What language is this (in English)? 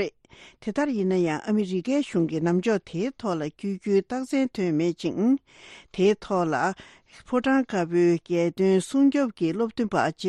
Tibetan